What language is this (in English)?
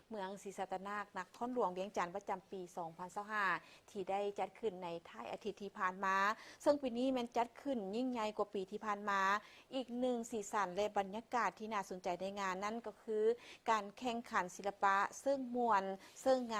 Lao